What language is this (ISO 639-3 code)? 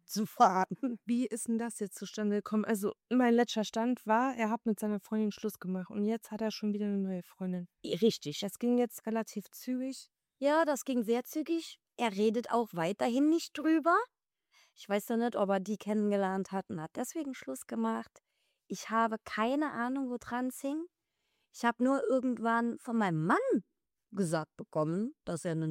deu